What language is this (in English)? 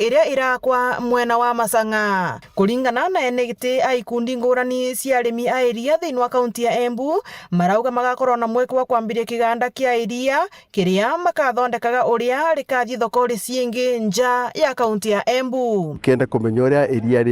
Meru